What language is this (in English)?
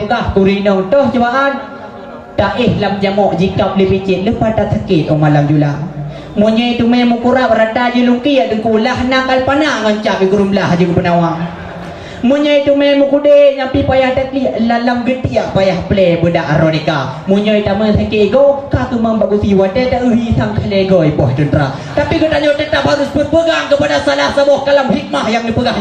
Achinese